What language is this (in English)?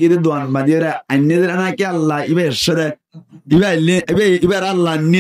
Rohingya